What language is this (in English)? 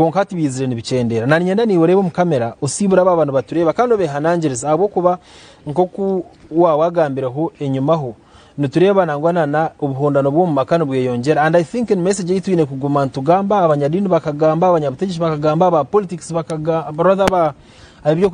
Nyankole